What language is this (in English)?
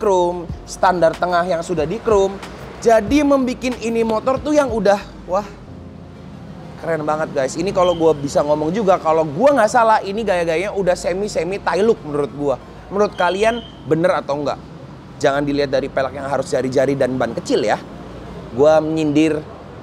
Indonesian